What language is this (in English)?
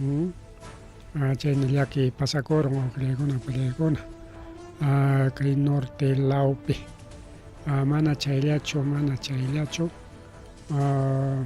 Ayacucho Quechua